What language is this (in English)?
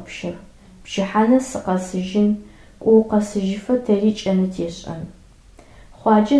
Adyghe